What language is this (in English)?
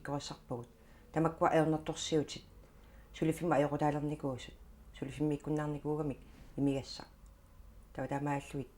Kalaallisut